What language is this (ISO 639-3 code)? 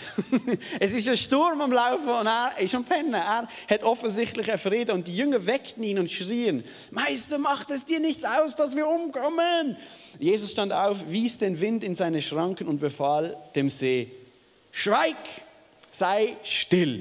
gsw